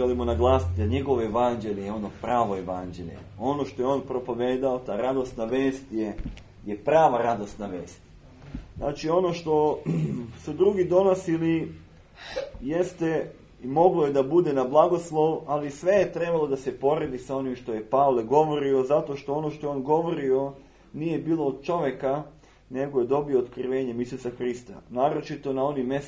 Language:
Serbian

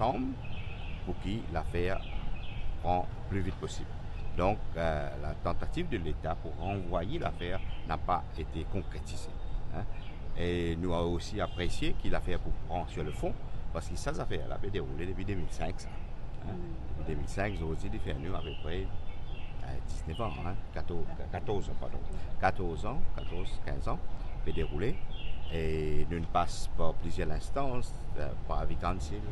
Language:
Morisyen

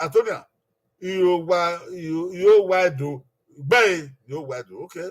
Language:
Bini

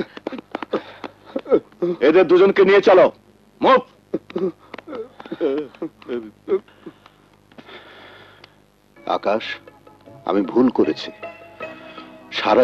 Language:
Bangla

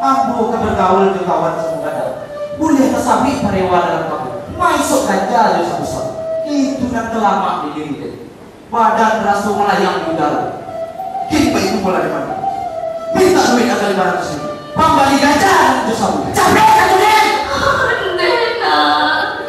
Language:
Minangkabau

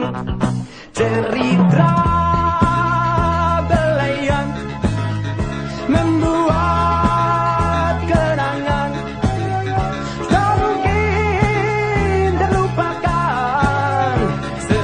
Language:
Indonesian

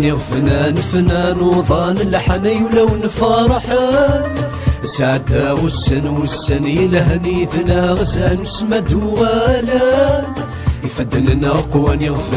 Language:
Kabyle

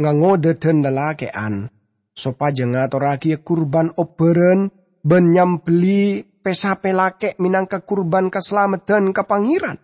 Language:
Madurese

